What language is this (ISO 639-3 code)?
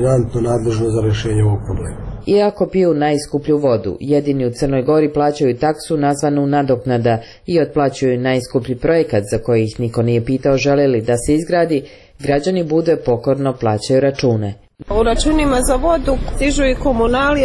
srp